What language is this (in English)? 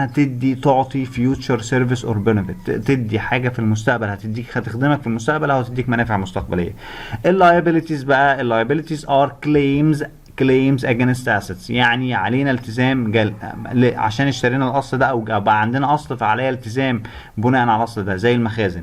Egyptian Arabic